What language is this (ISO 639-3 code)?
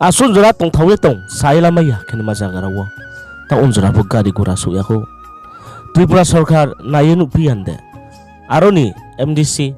ria